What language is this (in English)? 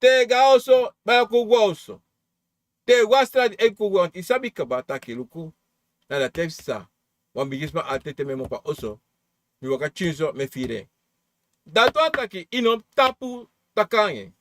Sranan Tongo